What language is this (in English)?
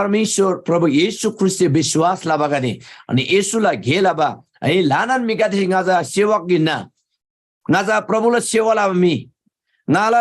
Eastern Tamang